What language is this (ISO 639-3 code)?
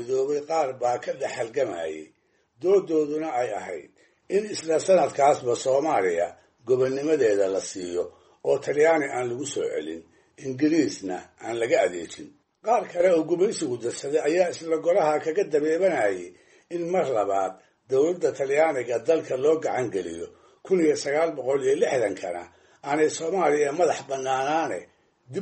som